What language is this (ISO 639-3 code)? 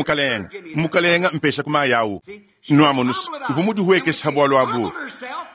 lua